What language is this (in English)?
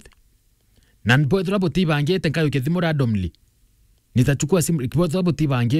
Meru